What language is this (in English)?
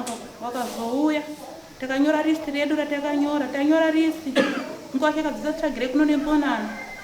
Shona